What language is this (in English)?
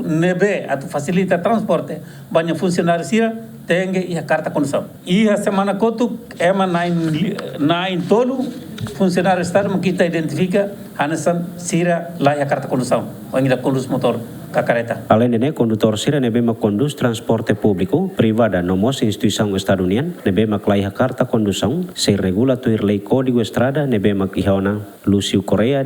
Tetum